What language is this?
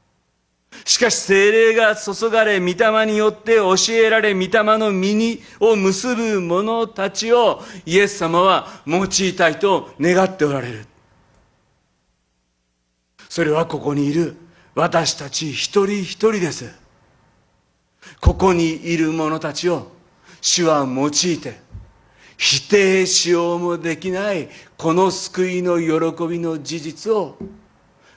Japanese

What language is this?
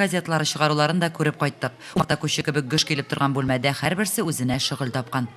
Tatar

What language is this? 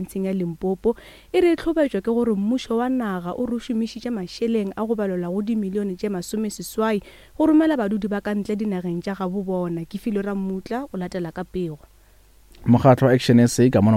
Northern Sotho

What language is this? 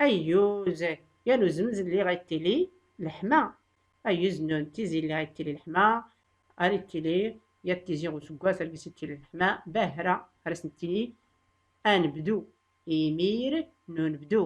Tachelhit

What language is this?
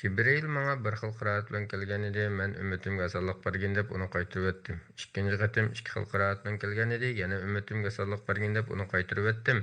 Uyghur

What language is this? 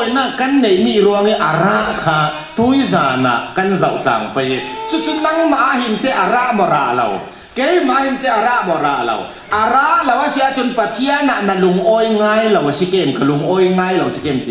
Falam Chin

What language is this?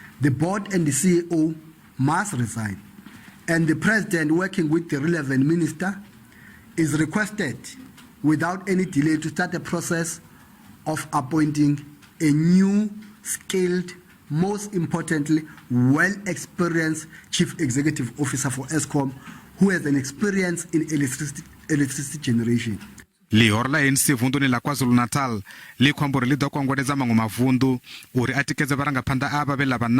Venda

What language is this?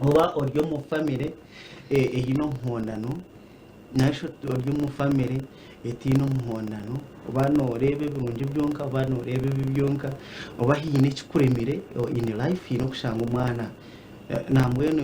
Nyankole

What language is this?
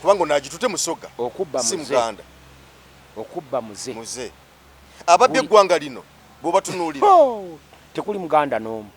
Ganda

